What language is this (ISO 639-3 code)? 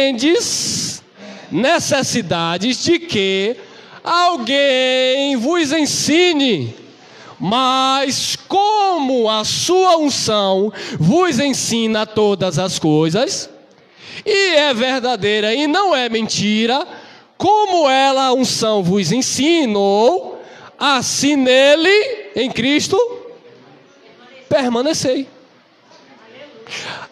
por